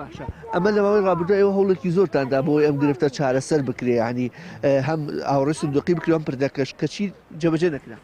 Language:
Central Kurdish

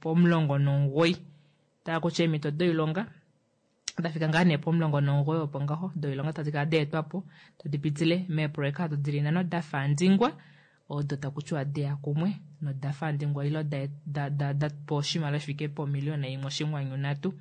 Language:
Kuanyama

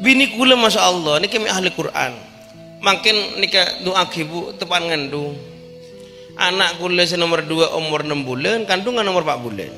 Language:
Madurese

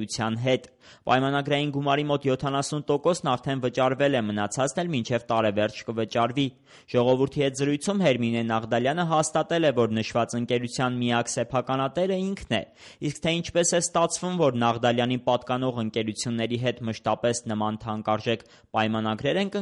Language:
Armenian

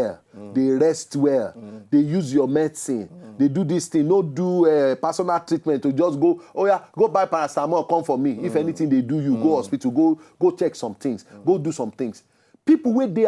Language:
Nigerian Pidgin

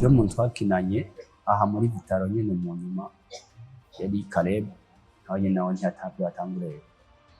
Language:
Rundi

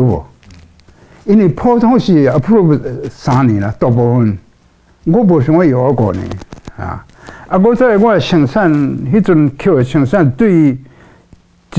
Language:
Min Nan Chinese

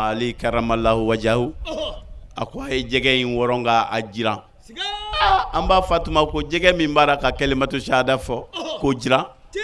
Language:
Bambara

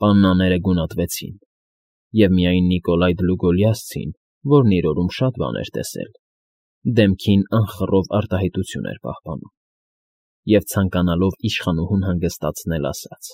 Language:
Armenian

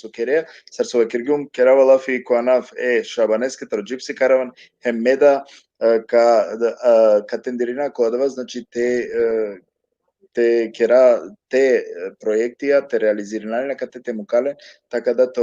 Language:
Balkan Romani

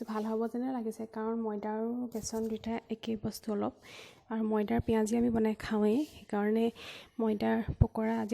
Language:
Assamese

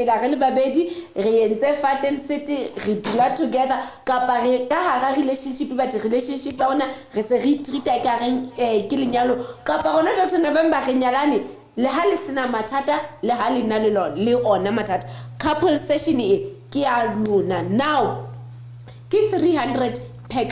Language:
Southern Sotho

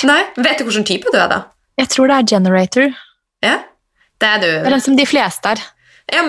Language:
Norwegian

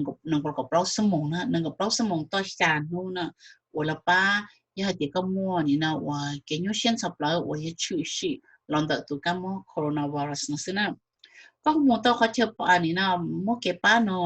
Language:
Hmong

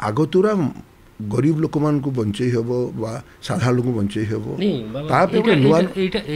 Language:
Odia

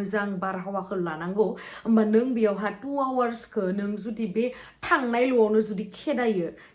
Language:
Bodo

